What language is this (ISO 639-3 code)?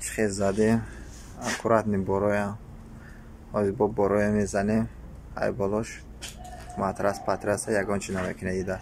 tgk